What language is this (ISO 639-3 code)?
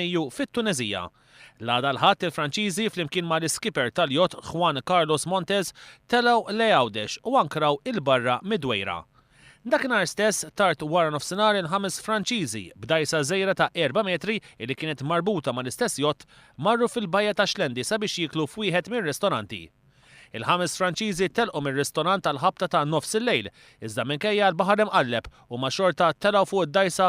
mlt